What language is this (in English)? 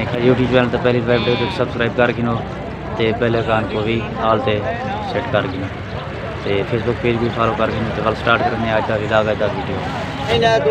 Saraiki